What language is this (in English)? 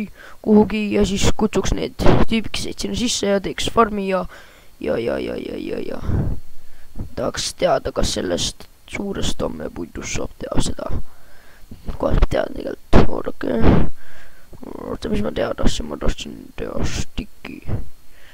Estonian